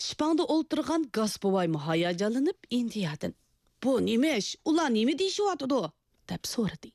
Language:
Uyghur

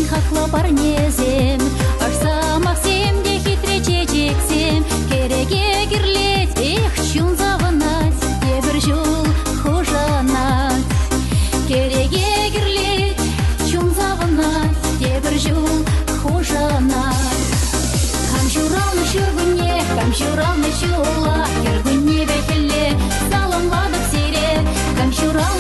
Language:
Chuvash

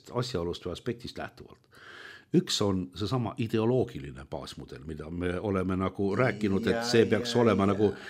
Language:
Estonian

